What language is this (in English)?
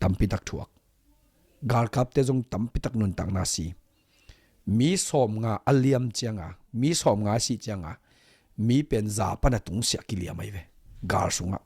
Tedim Chin